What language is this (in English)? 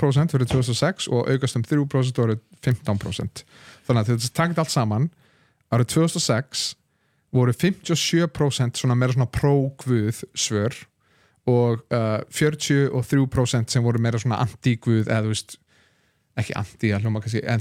Icelandic